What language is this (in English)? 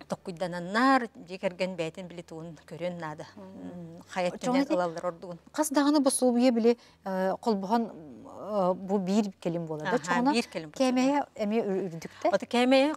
Yakut